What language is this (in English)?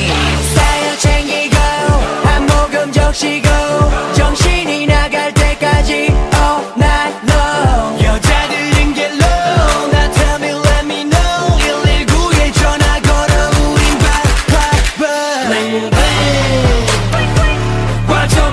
Korean